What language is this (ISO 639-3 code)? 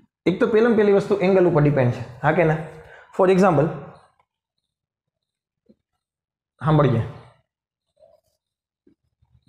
guj